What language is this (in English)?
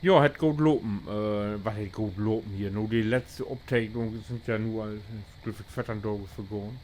Low German